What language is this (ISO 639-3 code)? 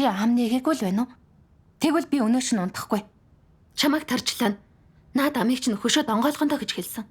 mon